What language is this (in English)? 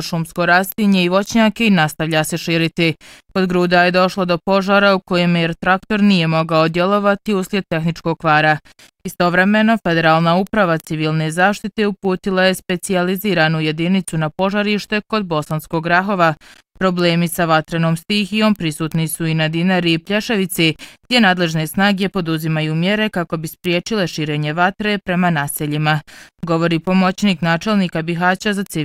Bosnian